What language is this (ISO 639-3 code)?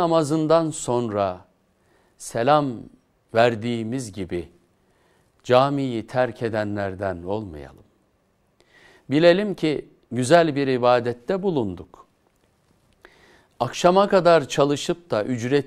tur